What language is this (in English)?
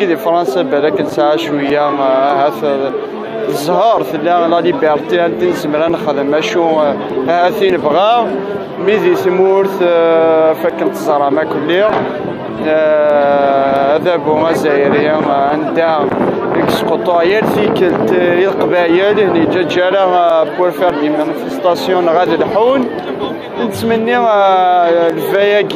Kabyle